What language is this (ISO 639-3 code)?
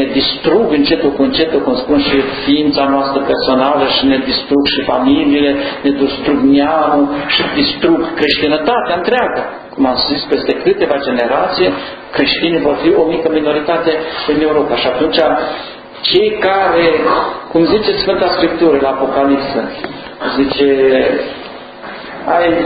ron